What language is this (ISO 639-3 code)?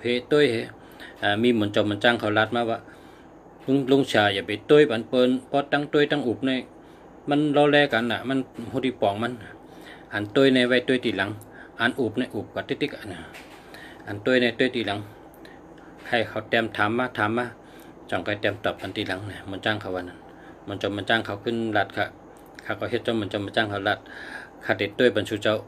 shn